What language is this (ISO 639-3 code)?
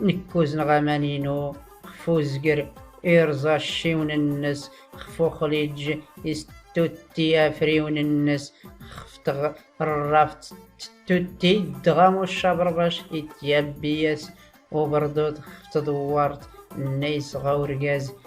shi